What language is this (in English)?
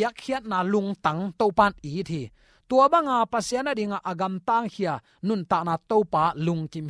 Tedim Chin